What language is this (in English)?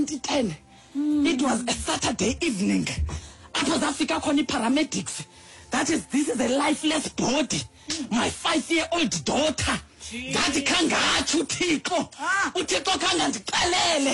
Xhosa